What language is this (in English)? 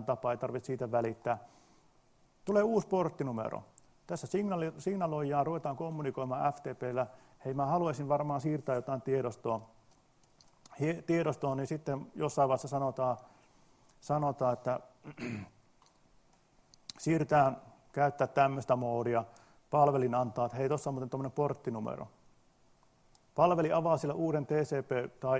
Finnish